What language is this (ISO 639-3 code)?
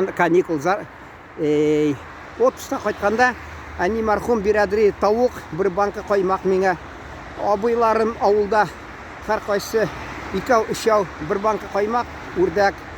tat